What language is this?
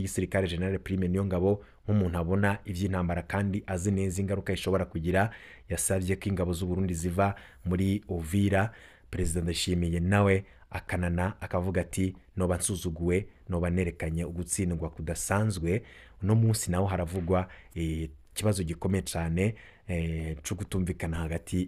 Rundi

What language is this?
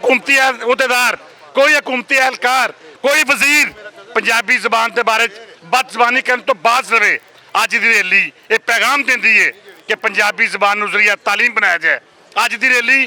Western Panjabi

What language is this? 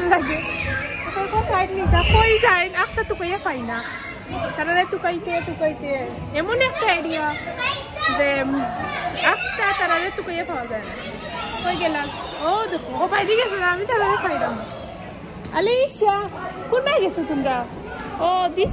Sylheti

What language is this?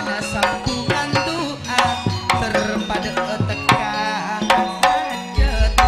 Madurese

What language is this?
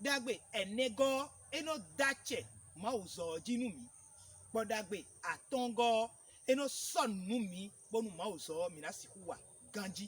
Fon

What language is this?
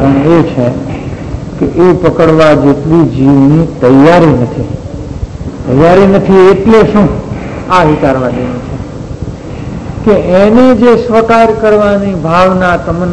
Gujarati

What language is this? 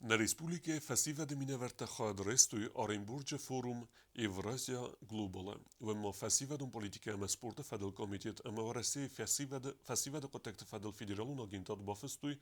Ossetic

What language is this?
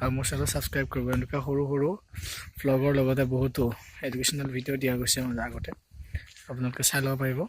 Assamese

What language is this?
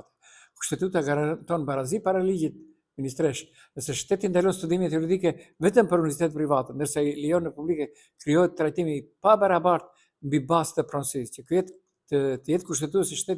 Albanian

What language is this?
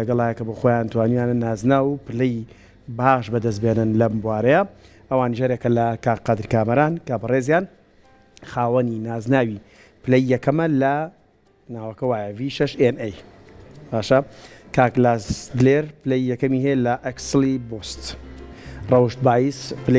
Central Kurdish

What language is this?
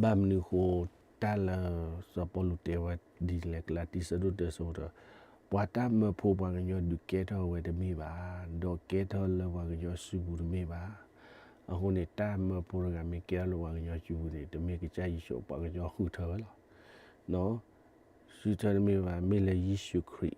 S'gaw Karen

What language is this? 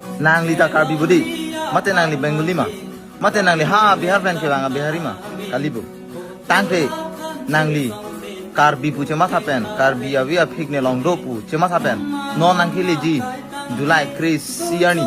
Karbi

